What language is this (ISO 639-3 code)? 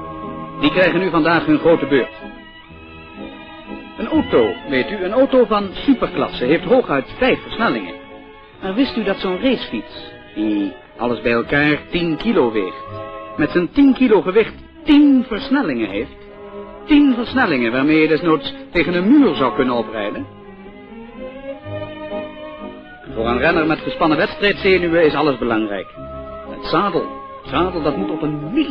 nld